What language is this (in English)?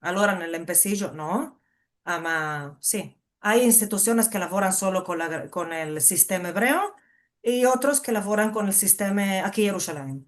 Ladino